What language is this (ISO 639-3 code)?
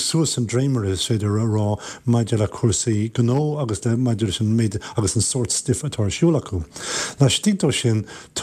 gle